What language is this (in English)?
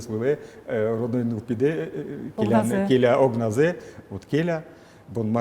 Udmurt